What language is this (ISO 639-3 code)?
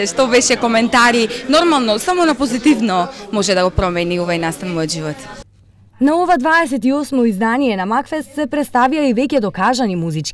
mkd